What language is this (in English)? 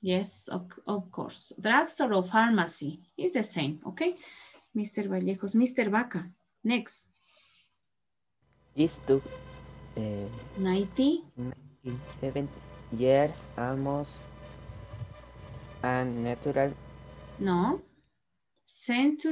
Spanish